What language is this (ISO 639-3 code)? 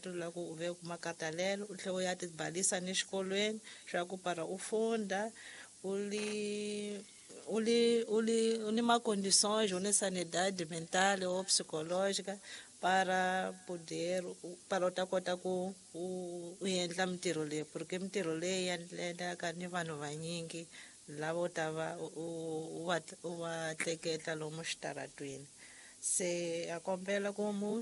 tso